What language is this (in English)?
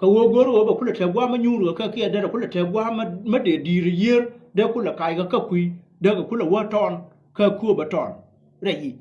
Nuer